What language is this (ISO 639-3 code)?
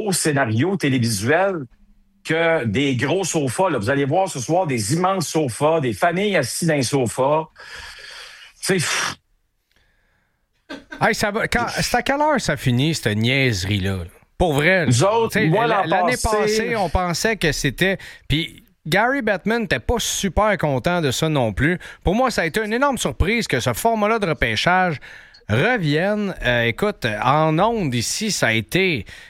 fra